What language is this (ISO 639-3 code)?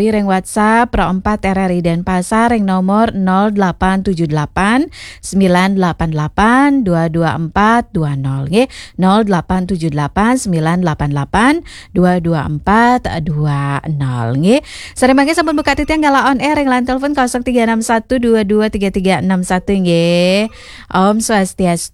ban